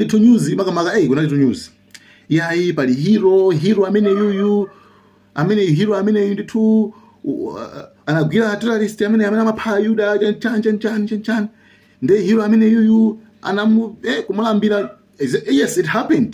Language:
Nyanja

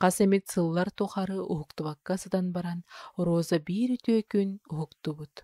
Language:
Yakut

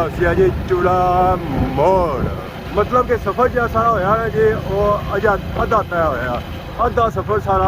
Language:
Pahari-Potwari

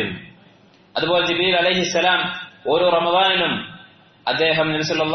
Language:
Malayalam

